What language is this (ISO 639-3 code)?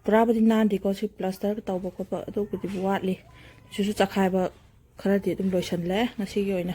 mni